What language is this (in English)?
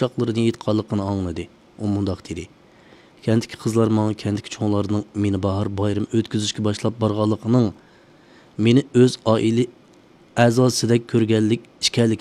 Uyghur